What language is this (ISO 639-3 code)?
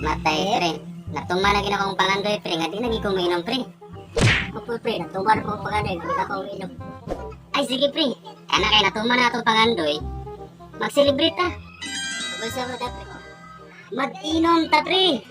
ceb